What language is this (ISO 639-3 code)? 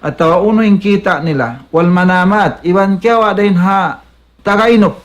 tsg